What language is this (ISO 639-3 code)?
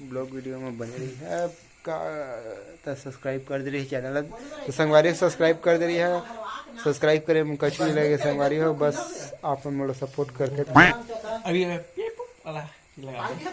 hne